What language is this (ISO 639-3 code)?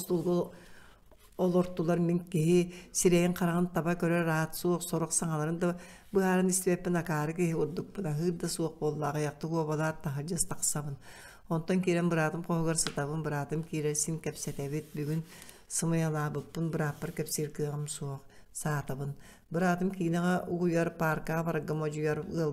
sah